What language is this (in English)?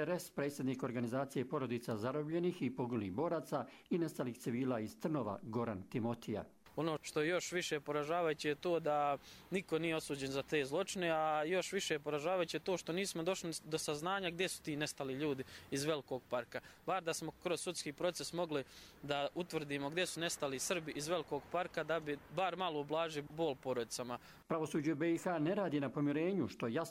Croatian